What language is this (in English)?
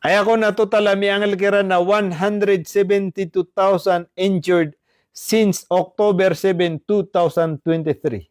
Maranao